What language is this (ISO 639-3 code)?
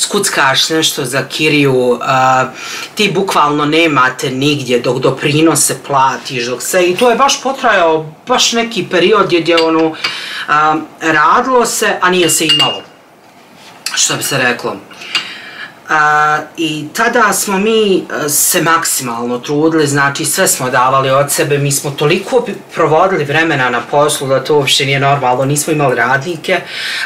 bos